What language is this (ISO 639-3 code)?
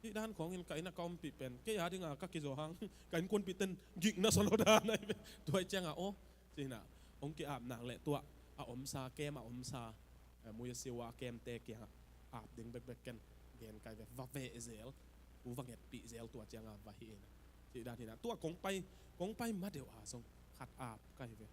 ctd